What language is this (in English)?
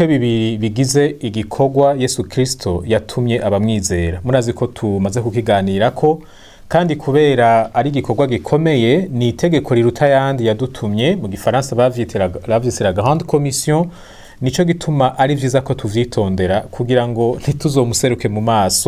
Rundi